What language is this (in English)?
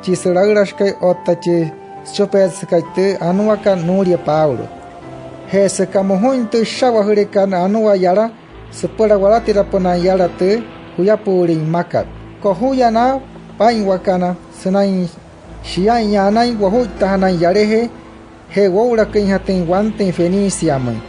Wayuu